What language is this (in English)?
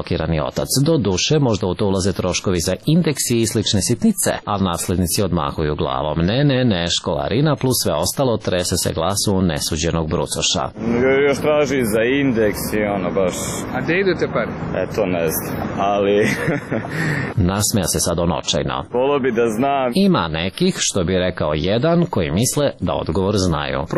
Serbian